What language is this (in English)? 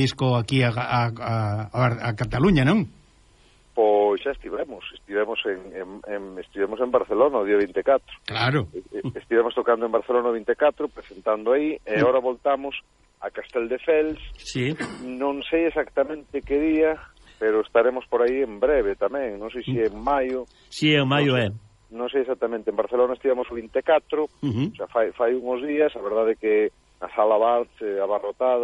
Galician